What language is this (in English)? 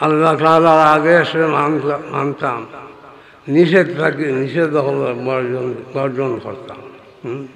Sylheti